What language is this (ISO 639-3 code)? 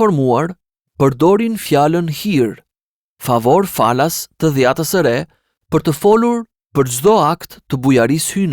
sqi